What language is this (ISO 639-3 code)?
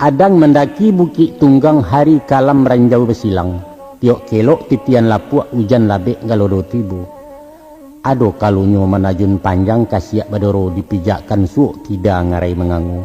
min